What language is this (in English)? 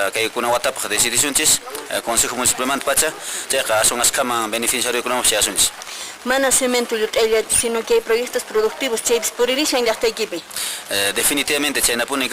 Quechua